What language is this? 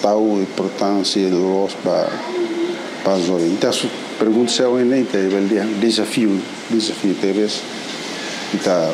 Tetum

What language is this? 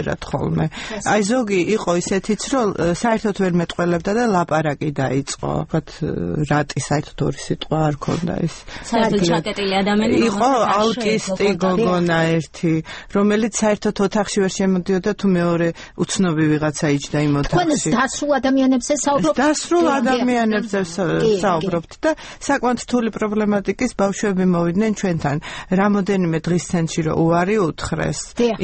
Georgian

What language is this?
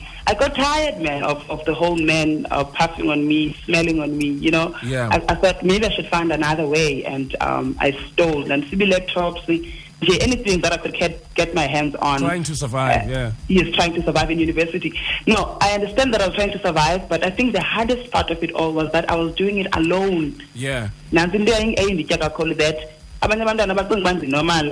Xhosa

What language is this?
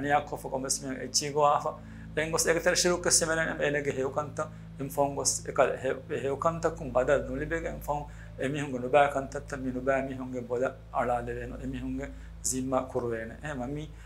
Divehi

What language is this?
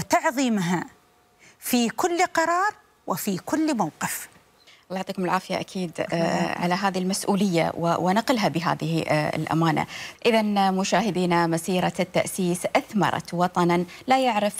Gulf Arabic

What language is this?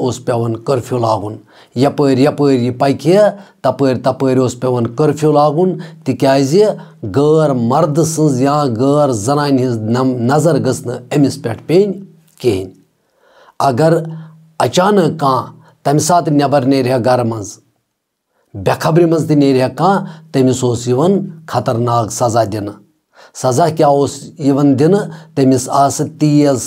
Kashmiri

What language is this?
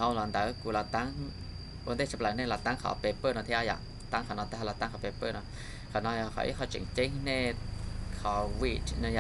Hmong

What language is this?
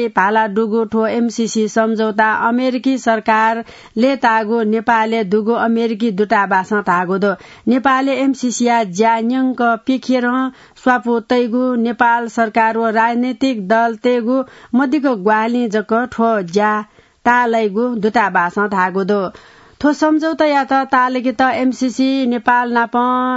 Newari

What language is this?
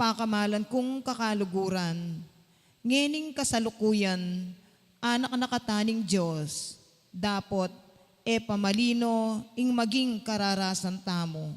Pampanga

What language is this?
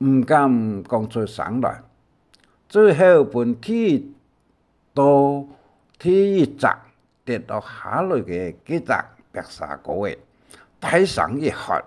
Hakka Chinese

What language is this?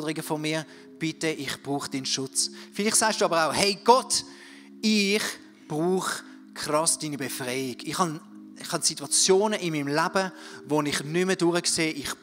Swiss German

